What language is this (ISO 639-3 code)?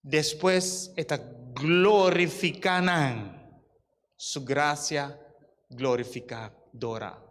pap